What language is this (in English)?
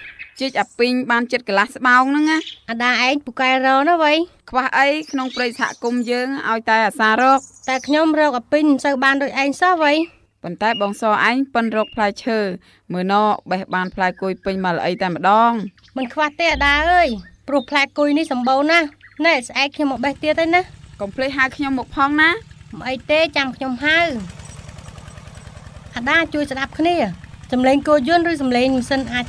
Khmer